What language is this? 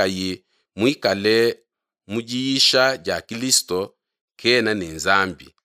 Luba-Lulua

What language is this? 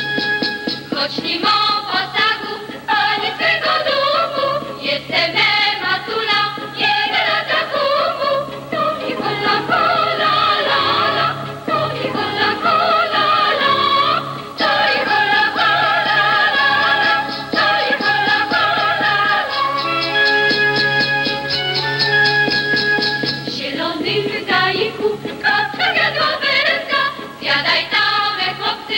Polish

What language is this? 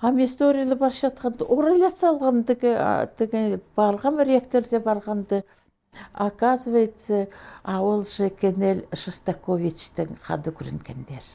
Khakas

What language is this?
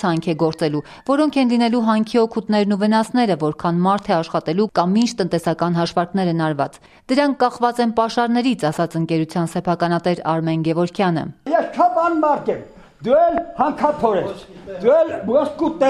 Armenian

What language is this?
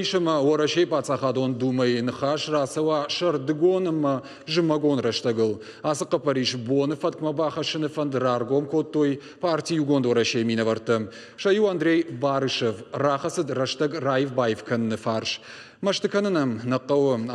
Ossetic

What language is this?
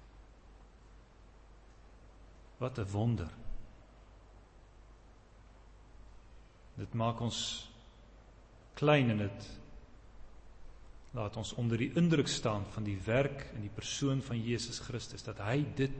Afrikaans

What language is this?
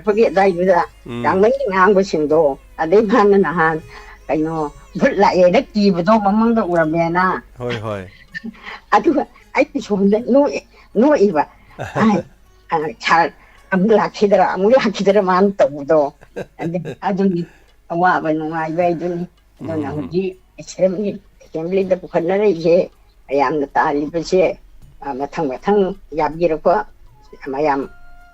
Manipuri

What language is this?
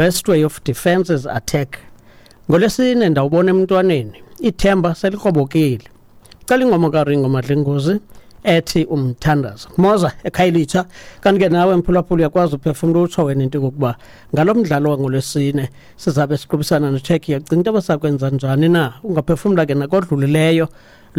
Xhosa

